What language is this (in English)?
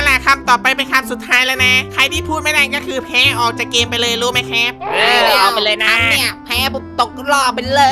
Thai